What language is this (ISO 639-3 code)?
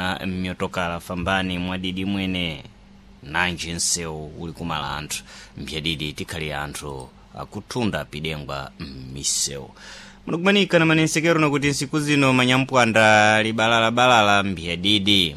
seh